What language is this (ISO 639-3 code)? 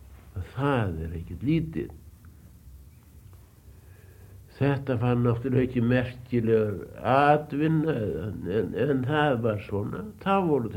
isl